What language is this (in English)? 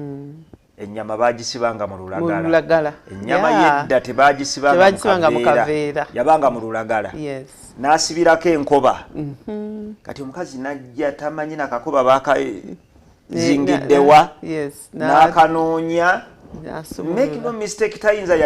Ganda